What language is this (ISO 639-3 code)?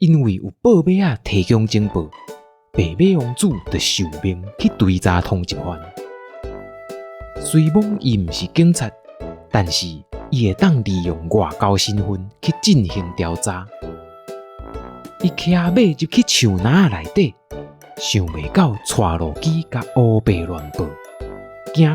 nan